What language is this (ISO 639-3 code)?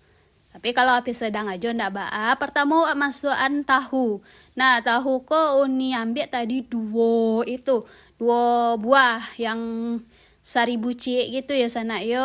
min